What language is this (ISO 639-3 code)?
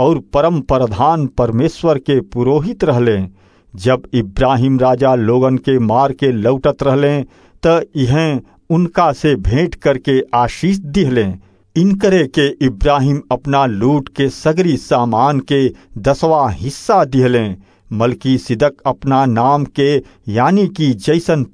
bho